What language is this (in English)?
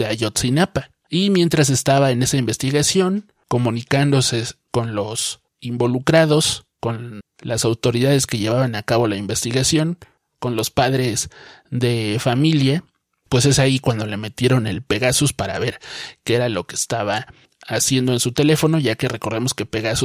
Spanish